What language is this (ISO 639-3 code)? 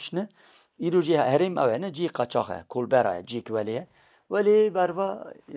kur